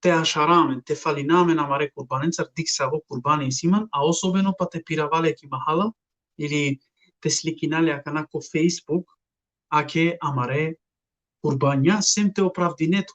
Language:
Balkan Romani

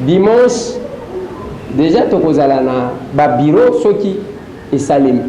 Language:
Lingala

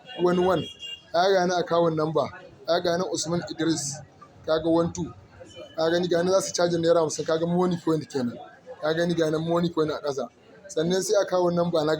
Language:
Hausa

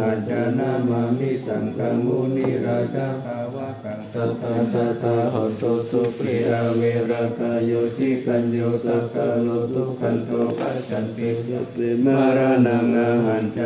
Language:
Pali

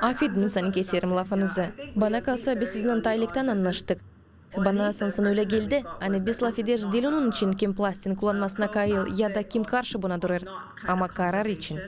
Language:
Gagauz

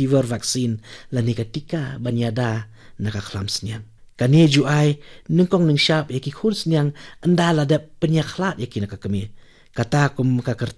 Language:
Khasi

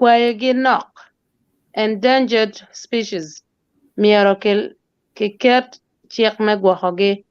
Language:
Acoli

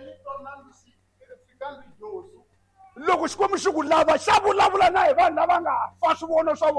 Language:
Tsonga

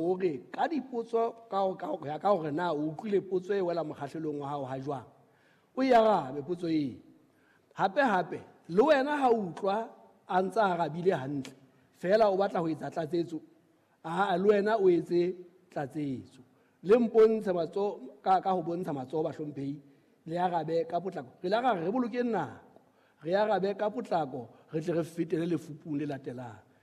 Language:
Southern Sotho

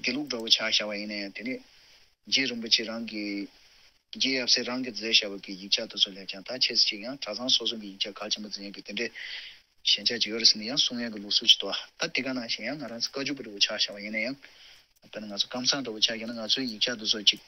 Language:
Tibetan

